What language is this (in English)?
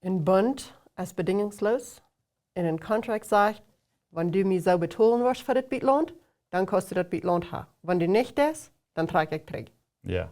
Plautdietsch